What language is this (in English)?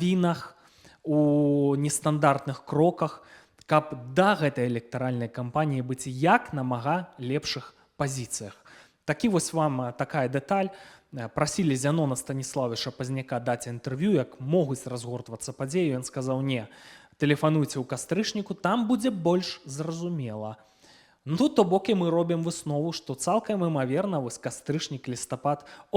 Belarusian